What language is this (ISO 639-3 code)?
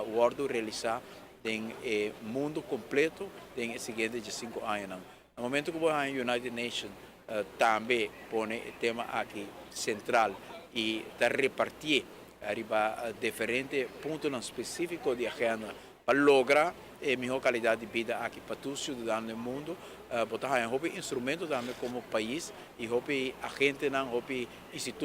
pap